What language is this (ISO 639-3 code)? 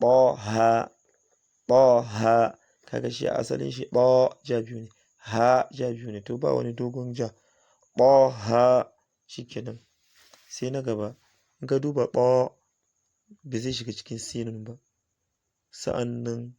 hau